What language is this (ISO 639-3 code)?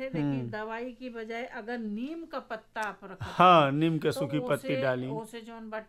bho